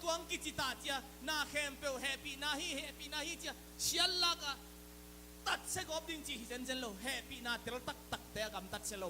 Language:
Tedim Chin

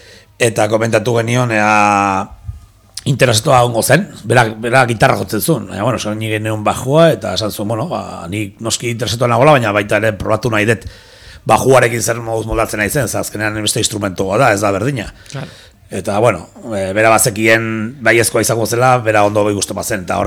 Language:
Basque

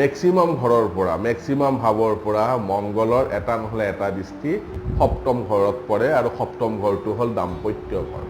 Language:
Assamese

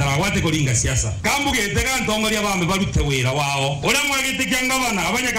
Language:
Meru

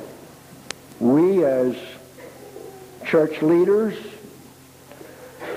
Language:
English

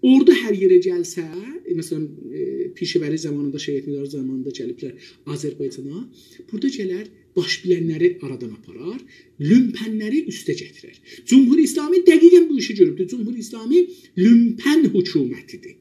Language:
South Azerbaijani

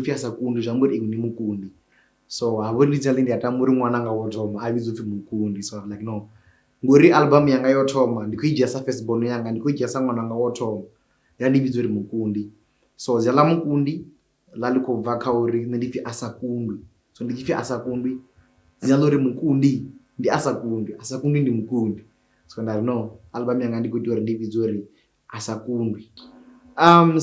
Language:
Venda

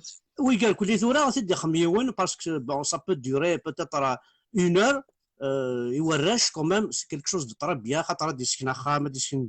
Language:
Kabyle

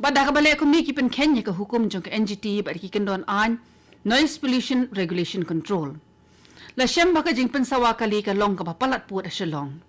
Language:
Khasi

